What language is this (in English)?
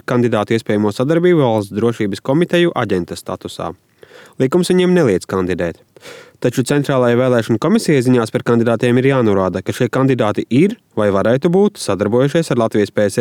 Latvian